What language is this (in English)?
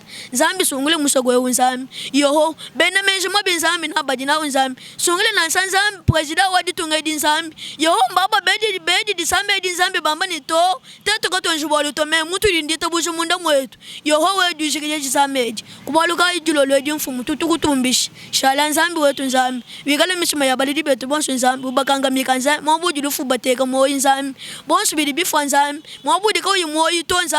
Luba-Lulua